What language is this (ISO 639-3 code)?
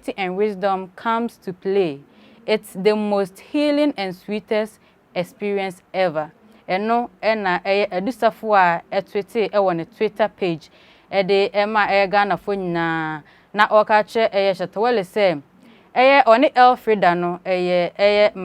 aka